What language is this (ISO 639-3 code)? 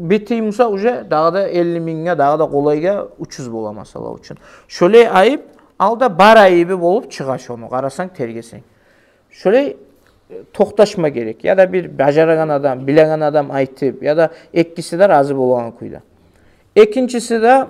kum